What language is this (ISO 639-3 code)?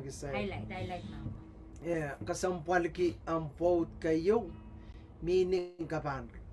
pon